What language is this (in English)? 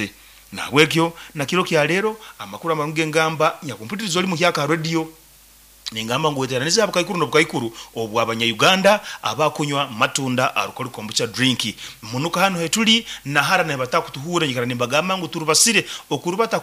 Nyoro